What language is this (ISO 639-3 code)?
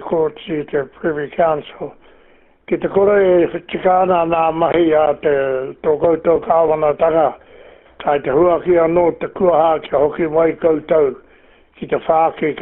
mri